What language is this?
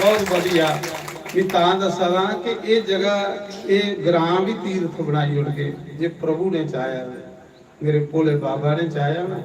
Dogri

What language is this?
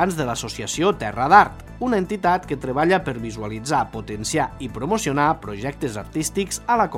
Catalan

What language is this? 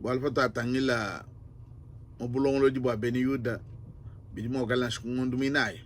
Luba-Lulua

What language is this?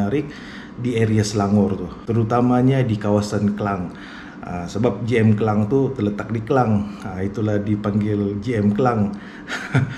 Malay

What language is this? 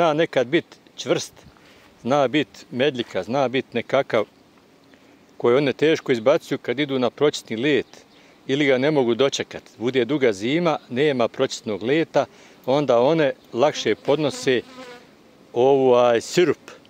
Croatian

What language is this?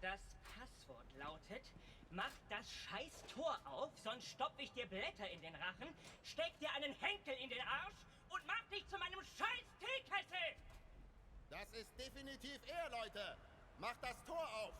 Swiss German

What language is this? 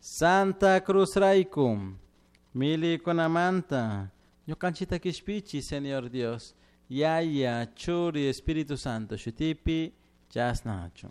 Chimborazo Highland Quichua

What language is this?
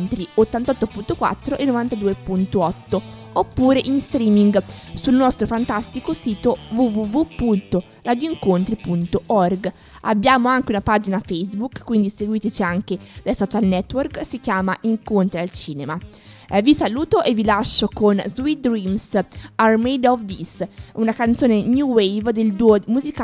Italian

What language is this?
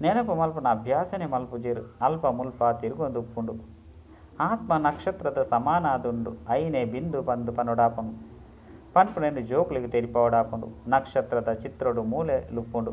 Tulu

